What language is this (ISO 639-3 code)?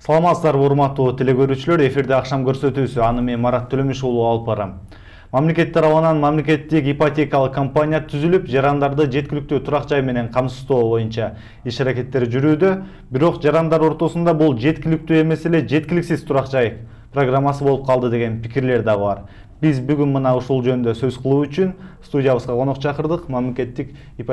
kir